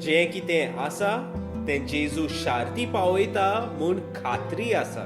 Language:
Konkani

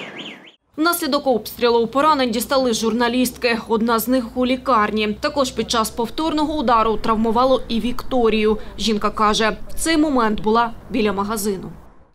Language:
Ukrainian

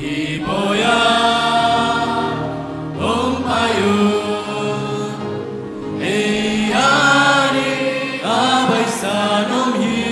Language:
Tedim Chin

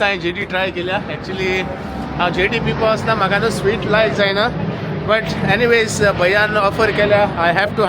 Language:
Konkani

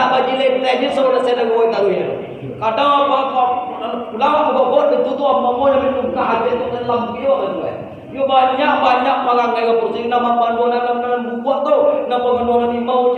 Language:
Minangkabau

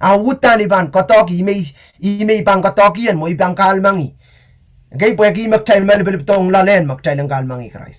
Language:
Pohnpeian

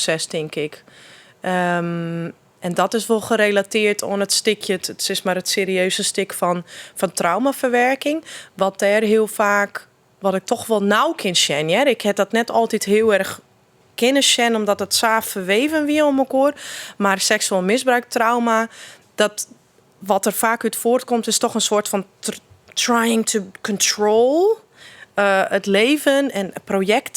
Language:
Western Frisian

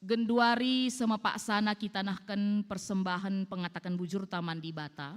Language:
Batak Karo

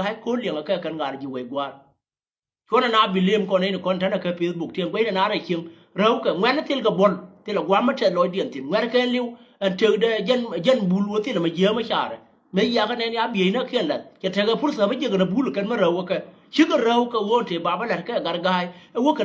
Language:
Nuer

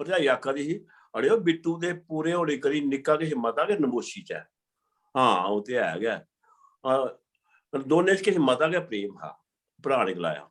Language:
Dogri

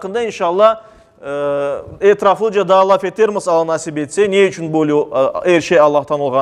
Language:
Crimean Tatar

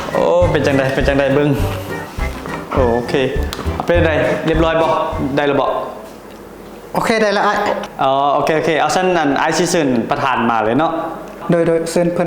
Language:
Lao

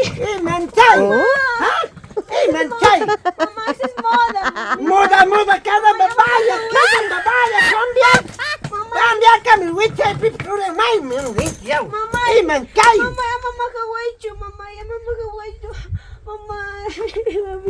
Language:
Ayacucho Quechua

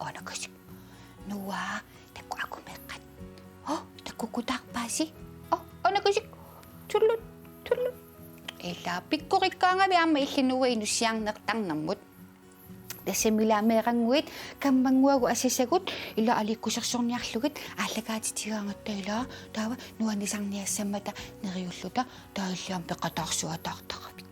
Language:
Kalaallisut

